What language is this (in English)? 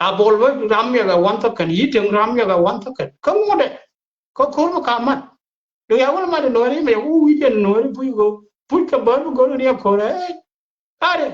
Nuer